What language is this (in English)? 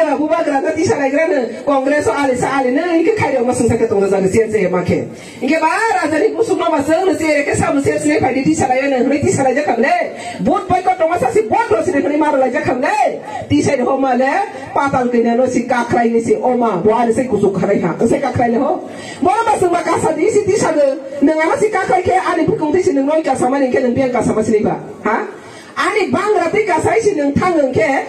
Riang (India)